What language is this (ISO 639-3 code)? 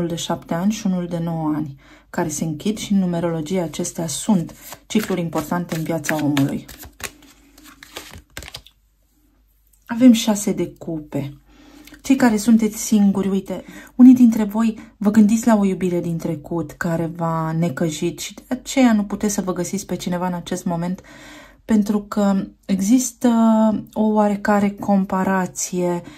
ron